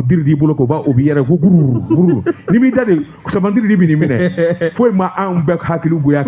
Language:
Bambara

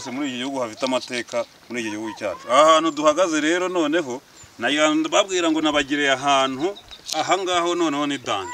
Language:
Kinyarwanda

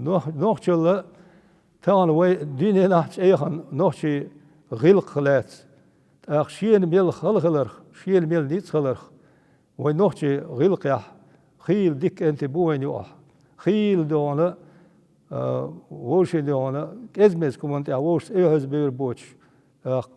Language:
Chechen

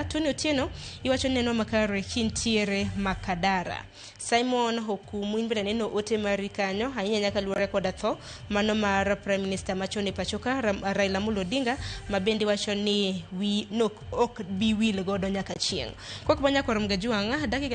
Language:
Luo (Kenya and Tanzania)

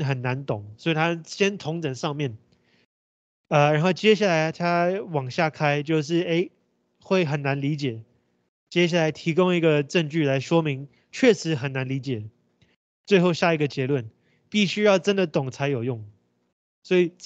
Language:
Chinese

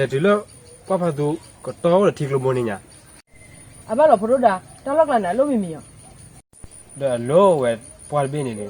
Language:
S'gaw Karen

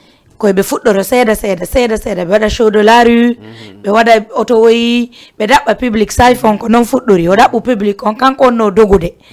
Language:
Fula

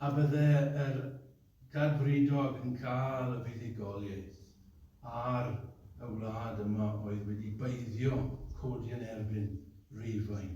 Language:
Welsh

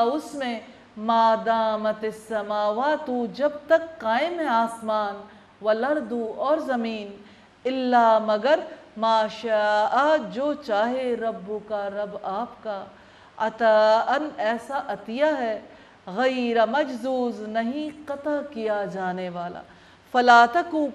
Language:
Urdu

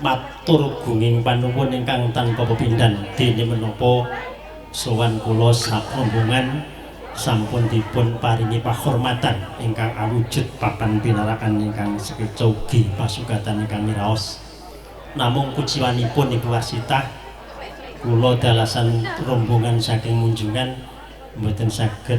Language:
Javanese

